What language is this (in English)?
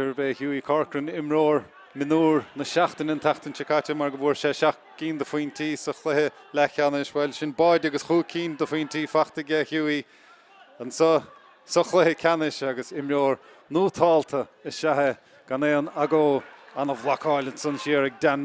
Irish